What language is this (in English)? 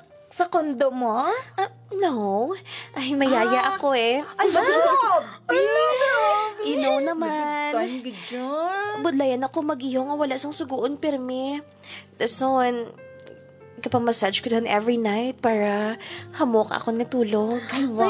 Hiligaynon